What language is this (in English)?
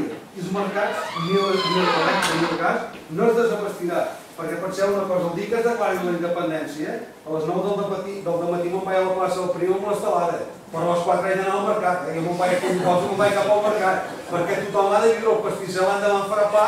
Catalan